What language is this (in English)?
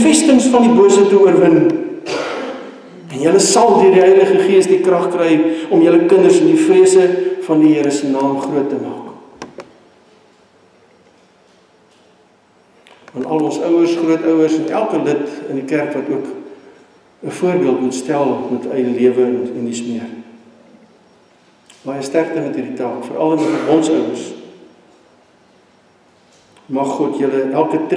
Afrikaans